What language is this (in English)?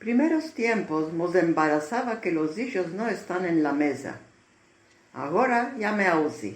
Ladino